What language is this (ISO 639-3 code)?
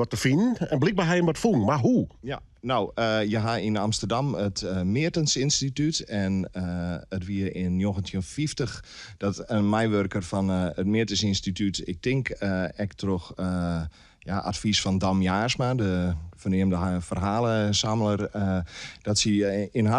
fry